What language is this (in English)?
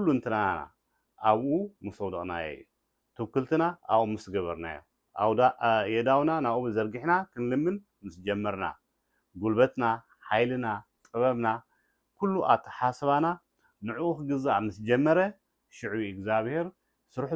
Tigrinya